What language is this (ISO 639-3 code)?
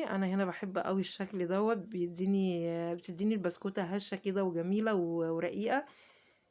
arz